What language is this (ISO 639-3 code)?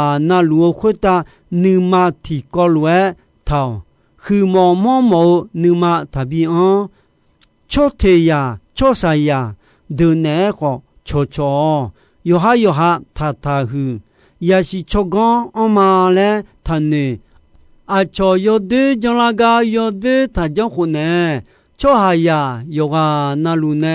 ahk